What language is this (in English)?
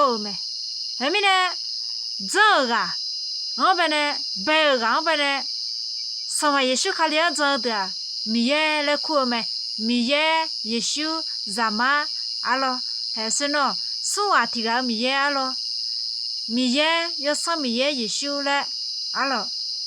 Akha